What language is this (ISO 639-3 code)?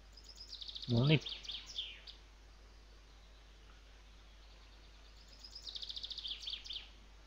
fin